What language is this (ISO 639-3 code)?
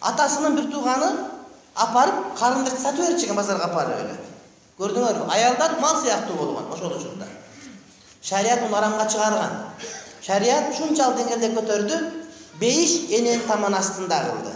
kir